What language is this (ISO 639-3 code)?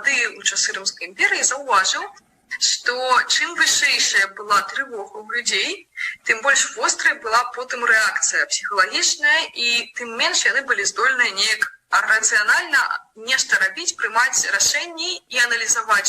bel